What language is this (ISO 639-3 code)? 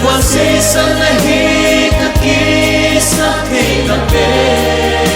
pck